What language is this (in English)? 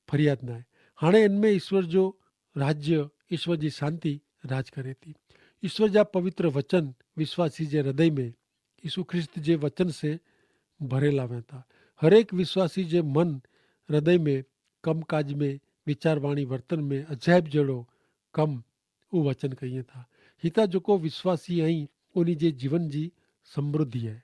Kachhi